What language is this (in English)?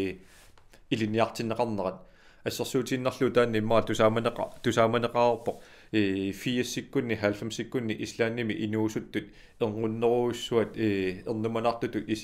Kalaallisut